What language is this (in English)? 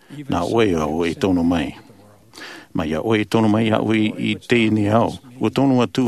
Tahitian